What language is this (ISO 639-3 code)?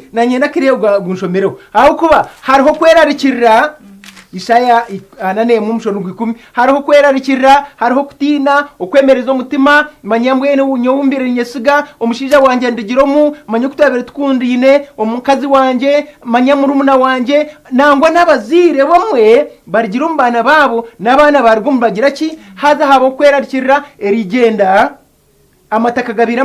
nyn